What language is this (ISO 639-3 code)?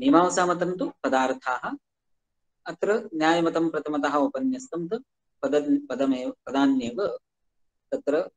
san